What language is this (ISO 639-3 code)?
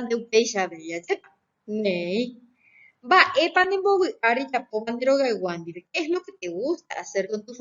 grn